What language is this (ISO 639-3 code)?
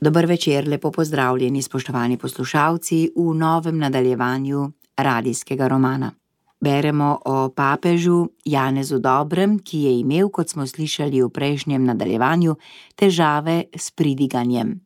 slv